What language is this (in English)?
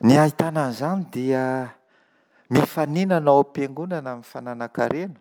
Malagasy